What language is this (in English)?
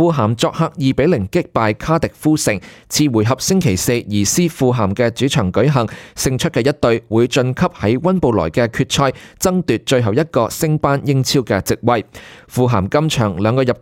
Cantonese